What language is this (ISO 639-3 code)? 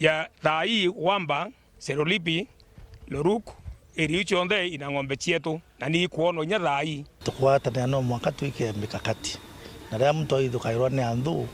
mer